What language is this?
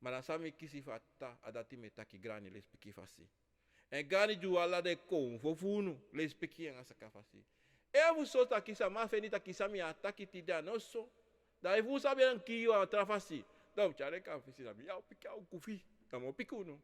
Sranan Tongo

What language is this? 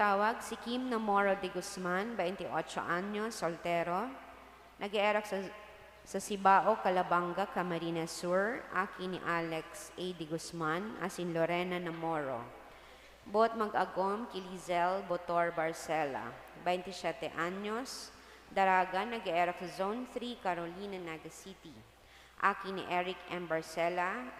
Bikol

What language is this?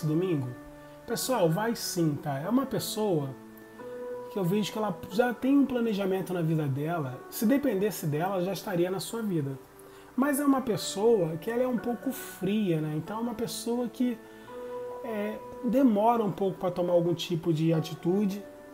Portuguese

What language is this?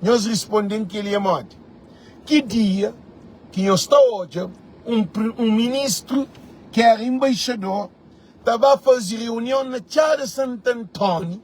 Kabuverdianu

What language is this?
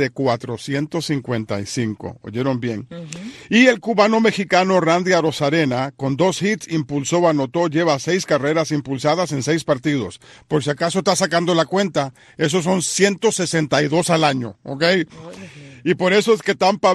Spanish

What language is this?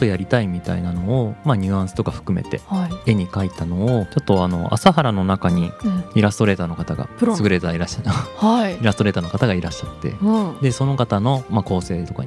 Japanese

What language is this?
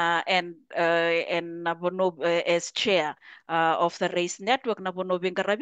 Fijian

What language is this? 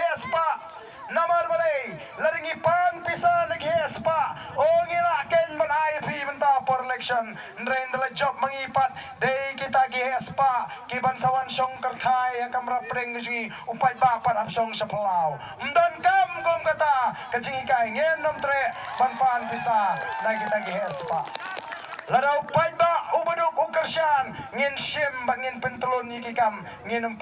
Khasi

